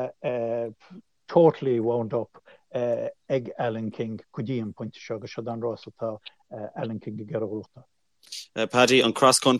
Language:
Irish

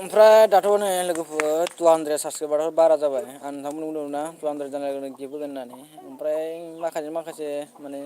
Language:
Bodo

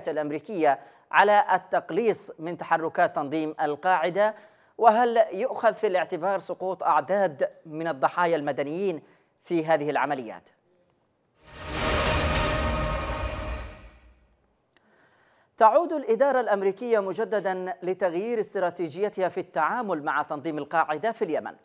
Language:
Arabic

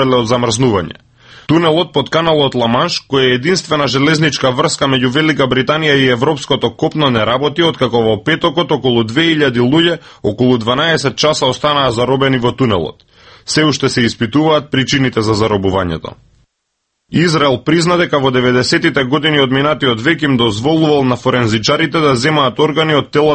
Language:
Macedonian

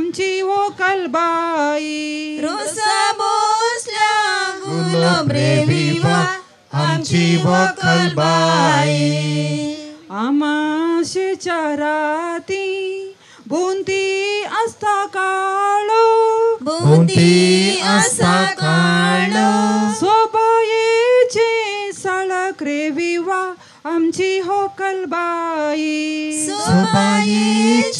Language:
Konkani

